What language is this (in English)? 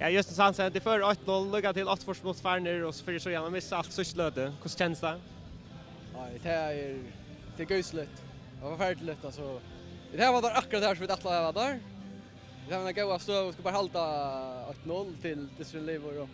Faroese